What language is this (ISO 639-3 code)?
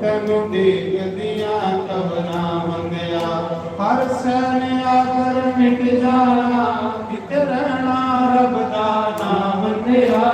doi